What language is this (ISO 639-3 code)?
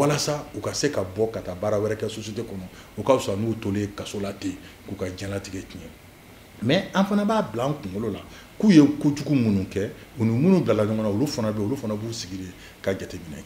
bam